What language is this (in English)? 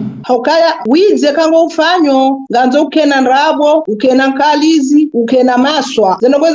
Ngazidja Comorian